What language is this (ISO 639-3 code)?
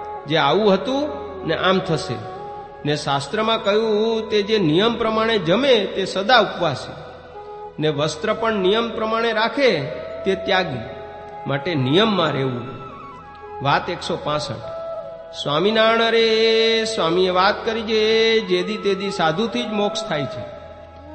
guj